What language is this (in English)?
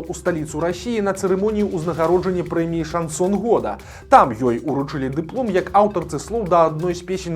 Belarusian